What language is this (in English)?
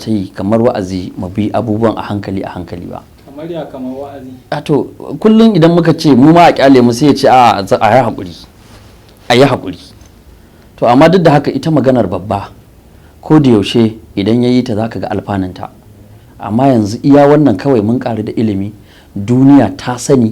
Hausa